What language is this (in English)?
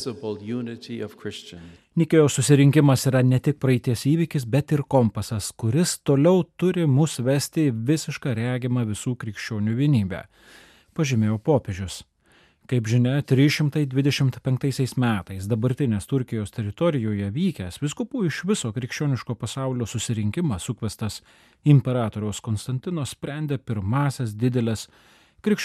Lithuanian